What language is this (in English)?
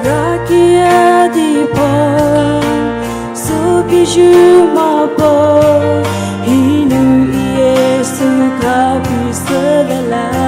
Poumei Naga